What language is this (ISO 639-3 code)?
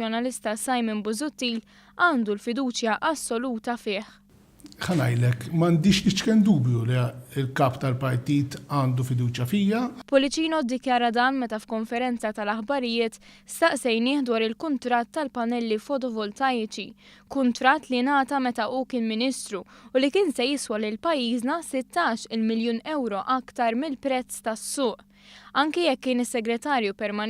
mlt